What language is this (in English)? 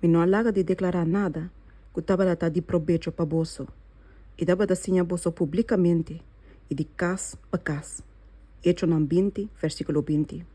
Papiamento